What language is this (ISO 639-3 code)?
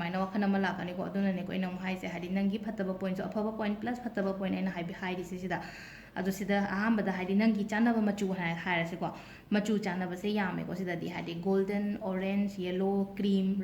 mni